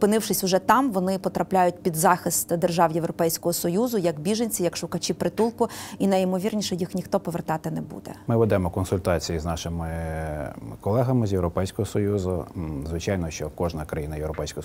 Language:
Ukrainian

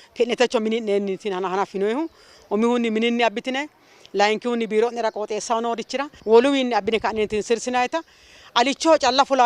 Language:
Sidamo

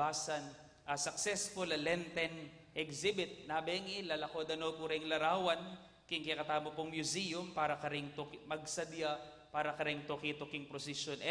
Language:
Pampanga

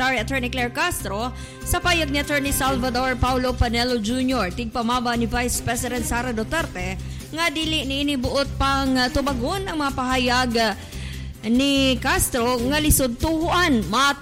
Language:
Cebuano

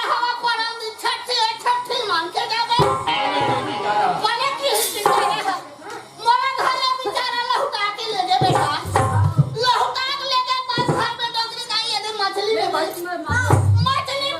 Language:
Chhattisgarhi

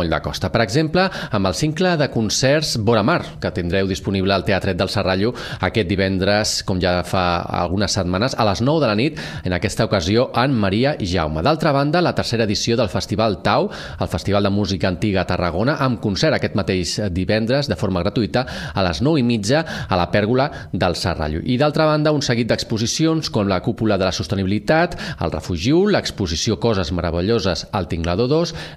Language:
Catalan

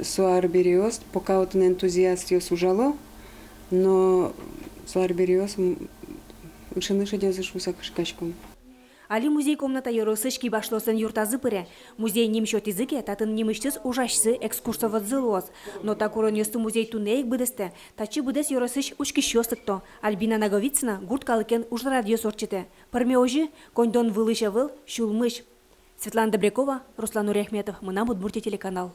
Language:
Udmurt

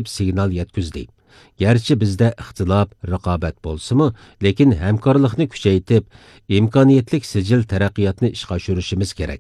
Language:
Uyghur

